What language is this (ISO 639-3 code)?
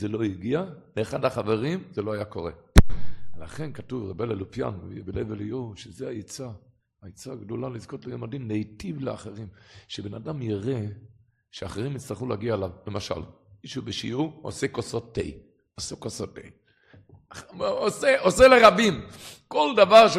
heb